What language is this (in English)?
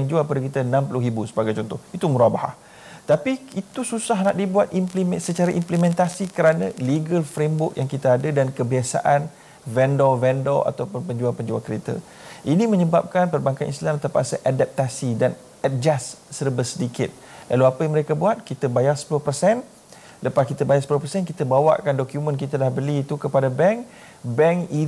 Malay